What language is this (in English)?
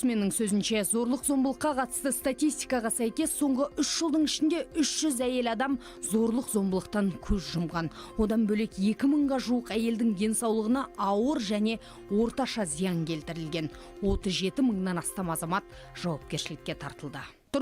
Kazakh